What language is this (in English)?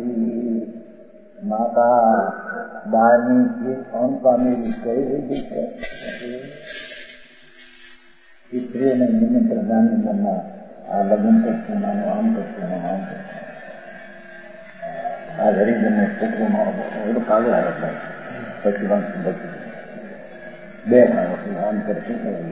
Gujarati